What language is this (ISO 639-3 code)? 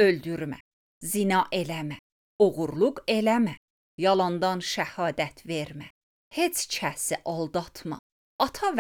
aze